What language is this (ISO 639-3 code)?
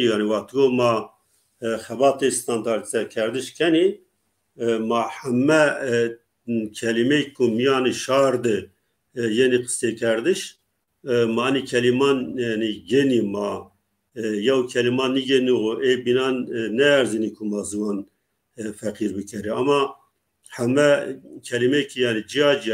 zza